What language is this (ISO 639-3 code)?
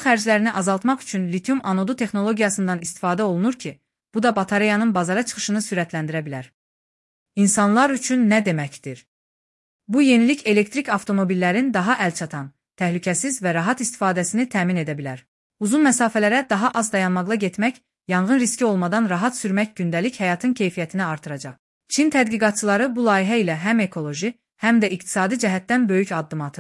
aze